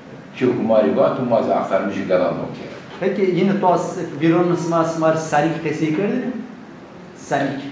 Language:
Zaza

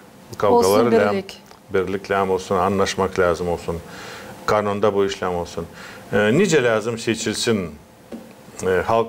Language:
Gagauz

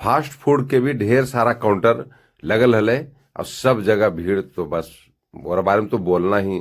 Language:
Magahi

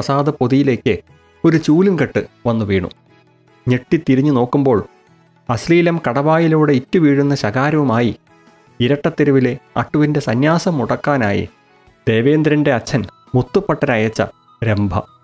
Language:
Malayalam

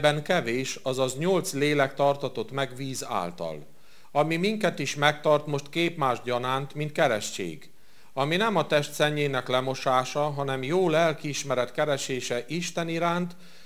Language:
Hungarian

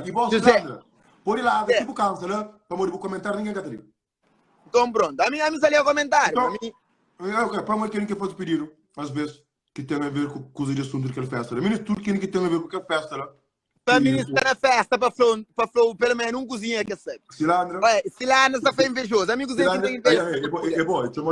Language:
Kabuverdianu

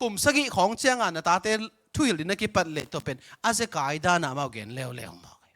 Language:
Tedim Chin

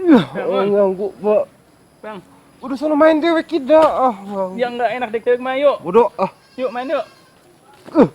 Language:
Betawi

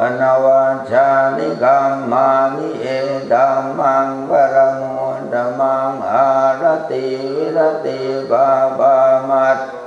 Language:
Pali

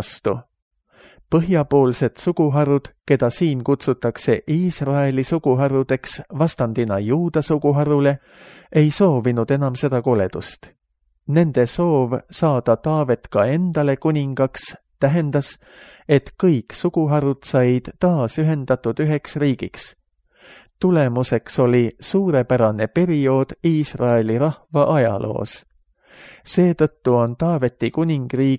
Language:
Estonian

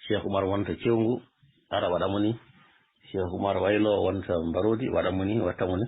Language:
Fula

